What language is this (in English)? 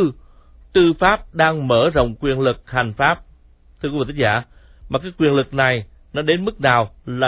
Vietnamese